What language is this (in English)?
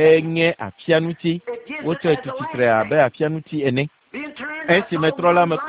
Ewe